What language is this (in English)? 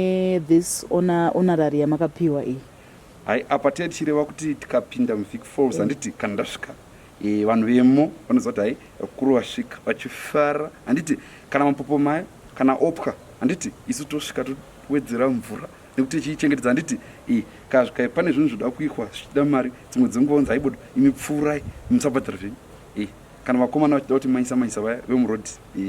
Shona